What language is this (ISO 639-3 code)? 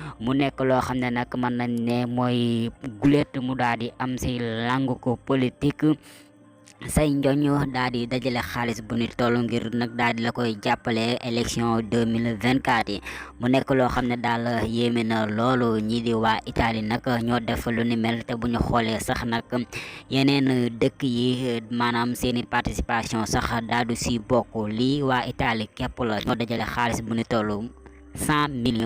wol